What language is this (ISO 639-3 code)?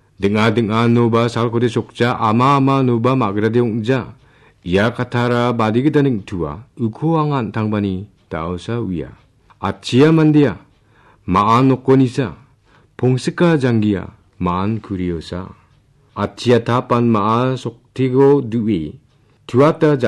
grt